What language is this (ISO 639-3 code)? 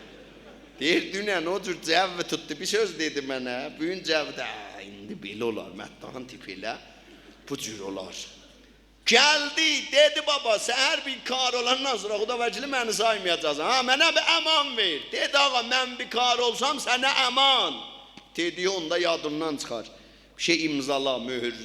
azb